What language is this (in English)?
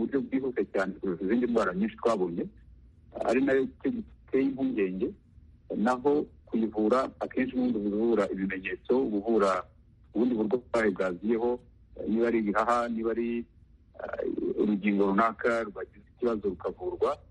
Kinyarwanda